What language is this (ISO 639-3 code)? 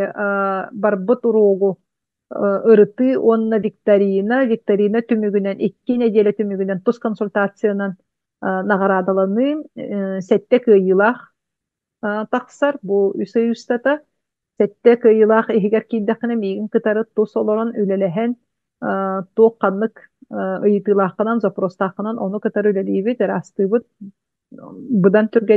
sah